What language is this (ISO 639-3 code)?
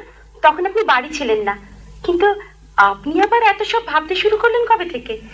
ben